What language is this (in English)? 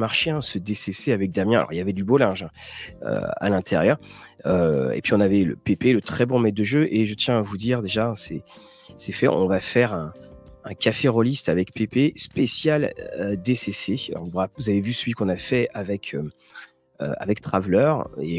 French